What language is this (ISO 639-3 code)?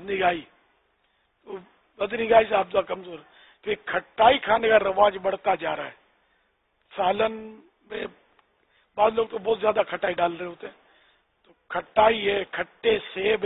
urd